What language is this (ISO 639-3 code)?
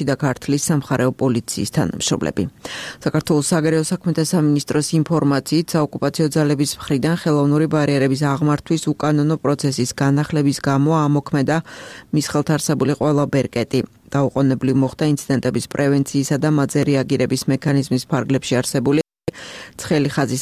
kat